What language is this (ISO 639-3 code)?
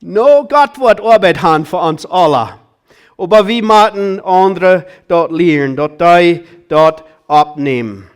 pdt